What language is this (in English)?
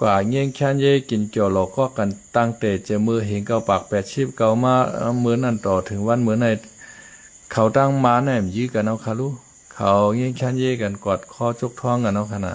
Shan